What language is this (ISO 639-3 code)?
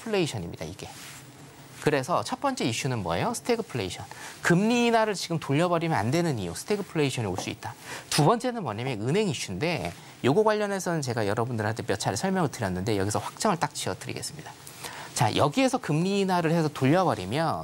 kor